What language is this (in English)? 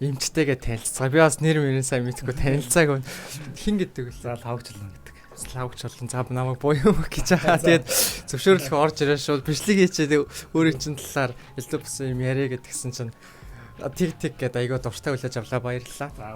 Mongolian